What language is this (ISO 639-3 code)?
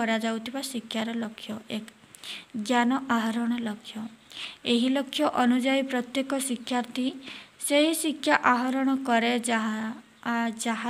ori